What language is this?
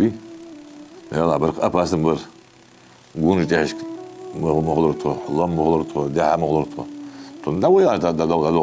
Ingush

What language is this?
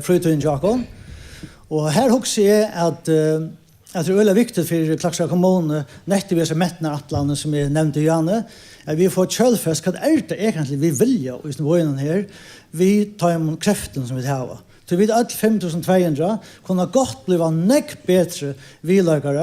Faroese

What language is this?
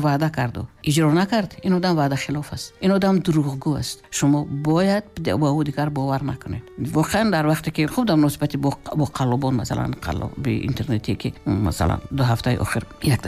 Tajik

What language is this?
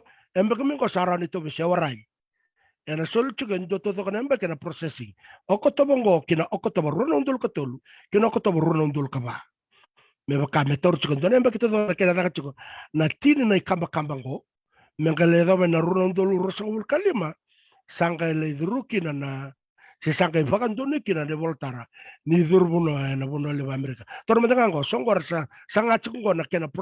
Fijian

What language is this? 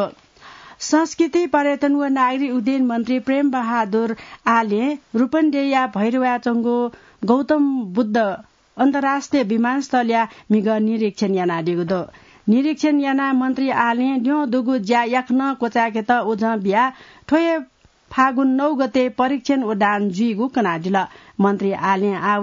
Newari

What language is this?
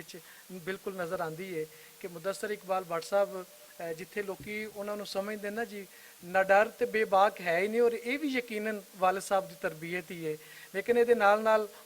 Western Panjabi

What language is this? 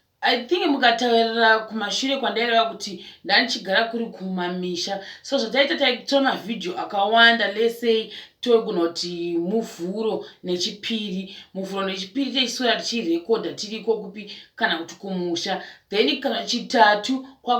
Shona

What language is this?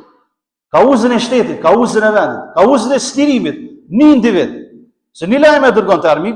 Albanian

